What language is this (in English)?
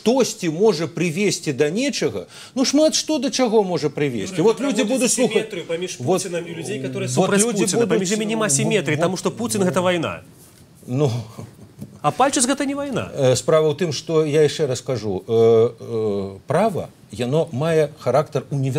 Belarusian